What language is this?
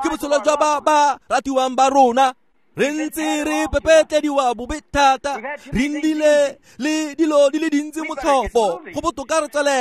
Tswana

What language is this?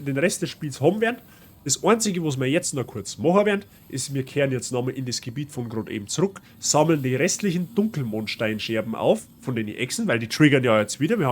Bavarian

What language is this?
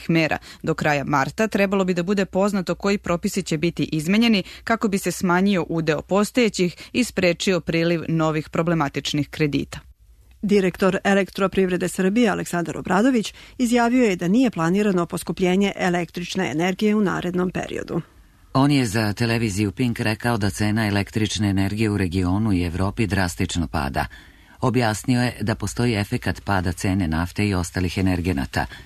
Serbian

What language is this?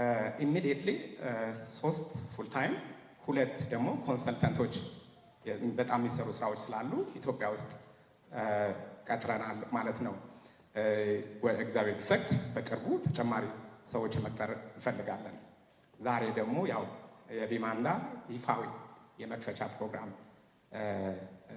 Amharic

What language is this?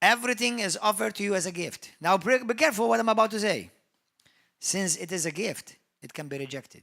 English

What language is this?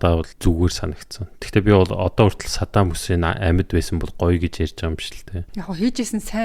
Mongolian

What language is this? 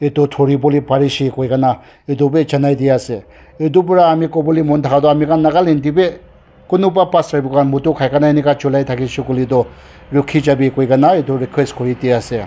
Naga Pidgin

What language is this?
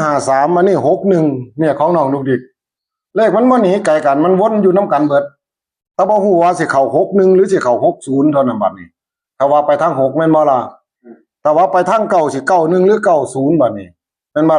Northeastern Thai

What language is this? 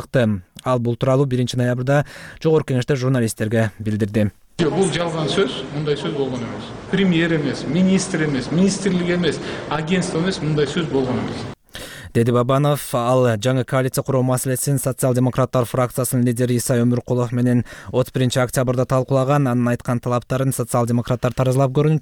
Kyrgyz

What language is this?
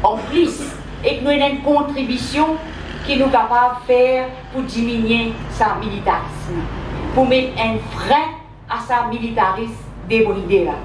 Morisyen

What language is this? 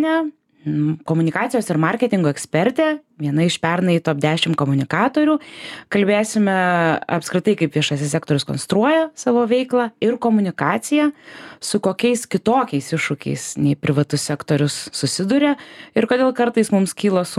Lithuanian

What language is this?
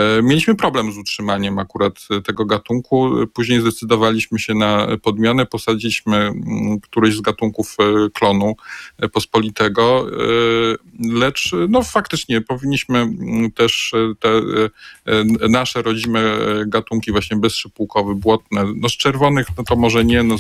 Polish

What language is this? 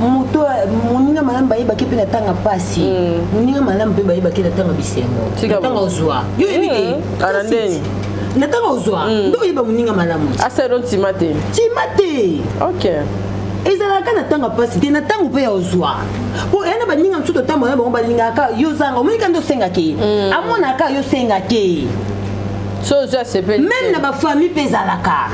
Lingala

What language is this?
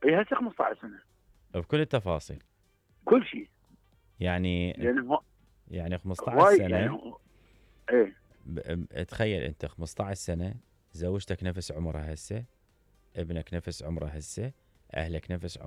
Mesopotamian Arabic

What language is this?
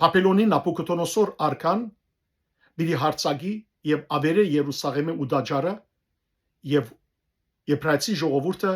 Western Armenian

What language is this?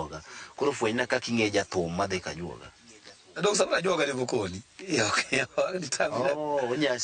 Luo (Kenya and Tanzania)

